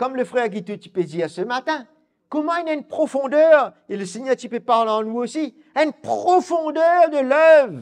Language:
Morisyen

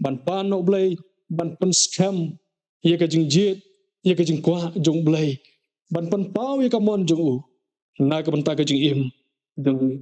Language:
Khasi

